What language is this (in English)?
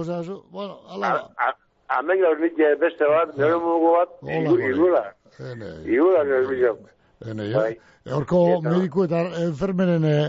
Basque